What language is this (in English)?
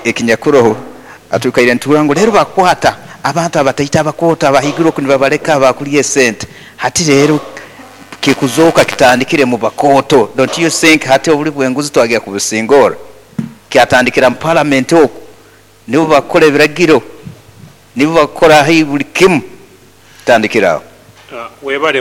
Nyoro